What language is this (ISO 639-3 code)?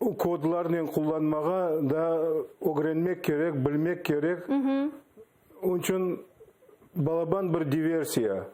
crh